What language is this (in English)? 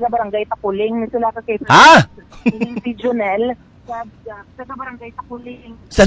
Hiligaynon